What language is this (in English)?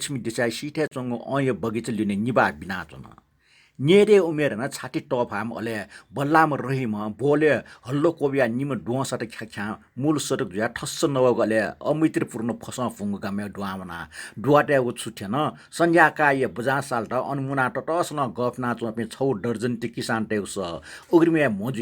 Newari